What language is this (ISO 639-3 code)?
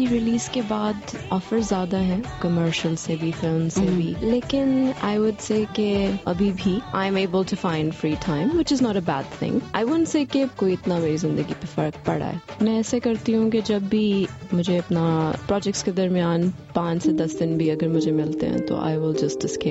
urd